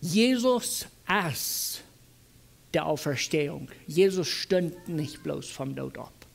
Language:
Plautdietsch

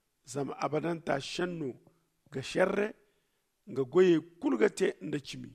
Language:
Zarma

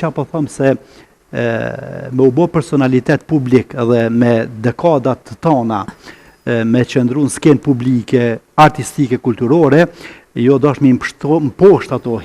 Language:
Albanian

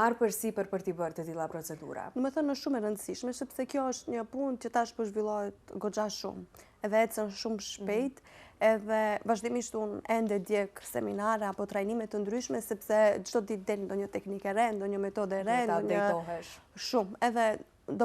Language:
Albanian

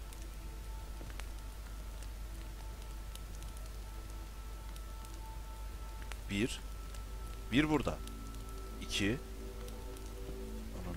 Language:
Turkish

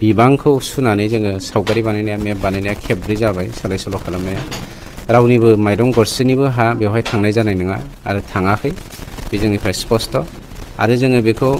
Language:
Bodo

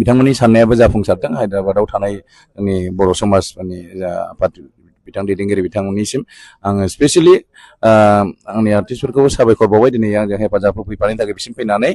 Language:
Bodo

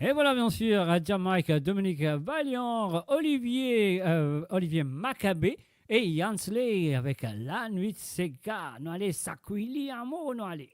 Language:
Morisyen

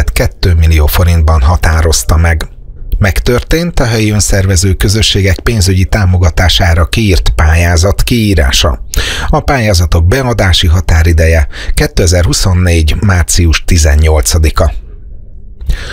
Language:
Hungarian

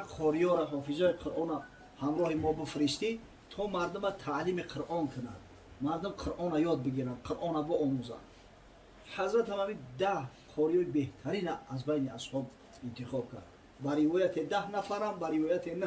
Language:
Tajik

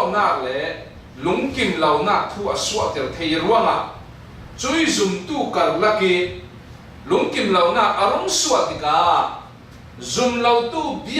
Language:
Falam Chin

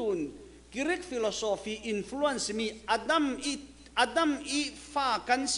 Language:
Thai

